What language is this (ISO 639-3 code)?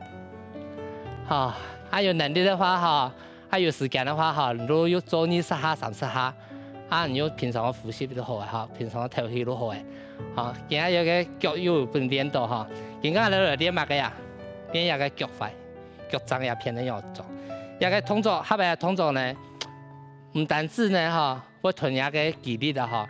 hak